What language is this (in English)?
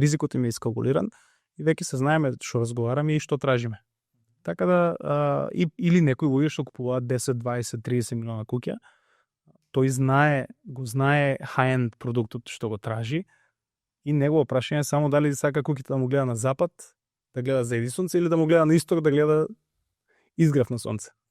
Macedonian